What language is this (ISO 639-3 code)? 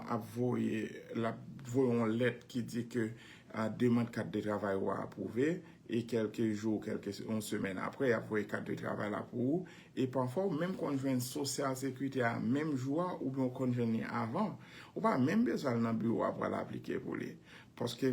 hat